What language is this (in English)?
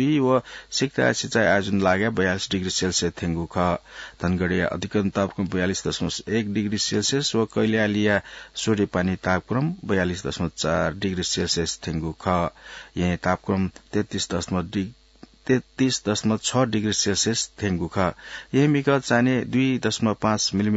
Newari